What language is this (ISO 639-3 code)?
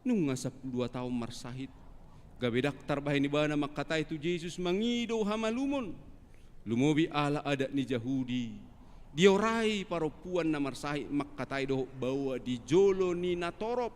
bbc